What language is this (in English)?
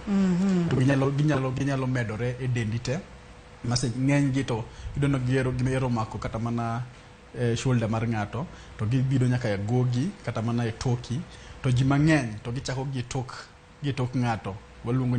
Luo (Kenya and Tanzania)